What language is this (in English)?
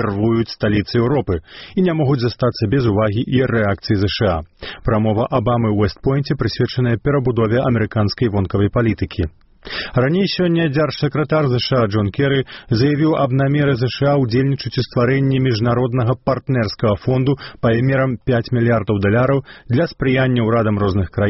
Belarusian